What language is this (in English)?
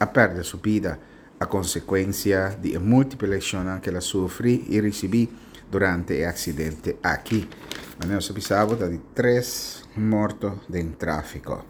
Papiamento